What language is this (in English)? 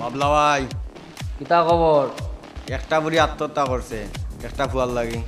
Sylheti